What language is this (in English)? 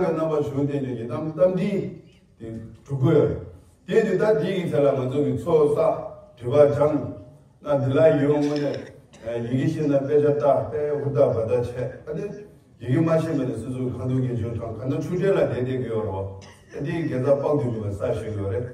Tibetan